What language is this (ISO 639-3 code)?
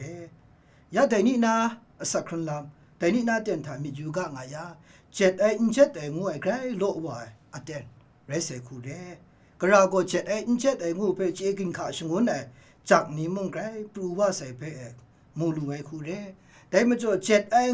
kac